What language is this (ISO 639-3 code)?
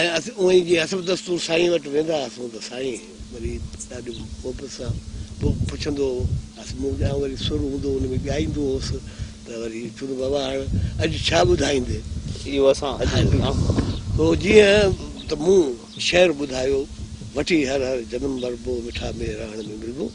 snd